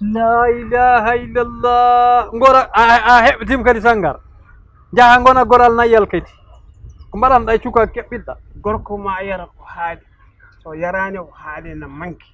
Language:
Fula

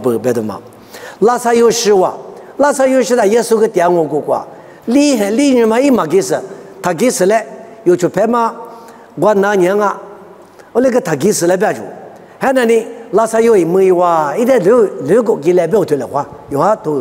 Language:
Lisu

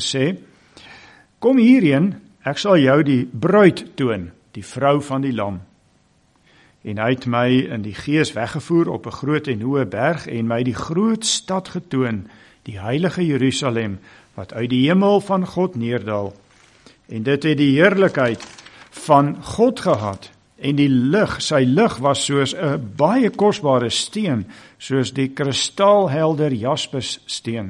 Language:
Afrikaans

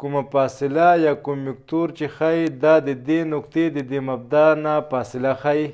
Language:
Pashto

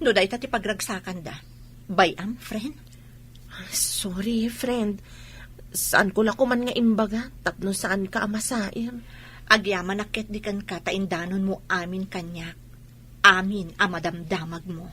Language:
Iloko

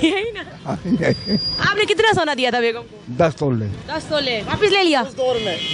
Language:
Hindi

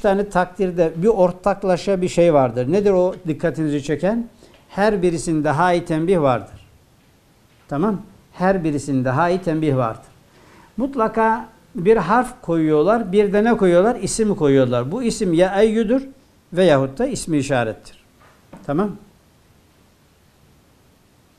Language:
Turkish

